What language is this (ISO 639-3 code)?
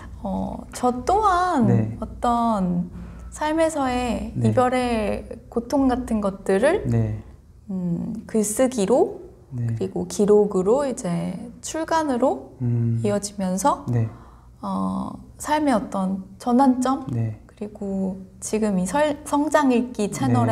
kor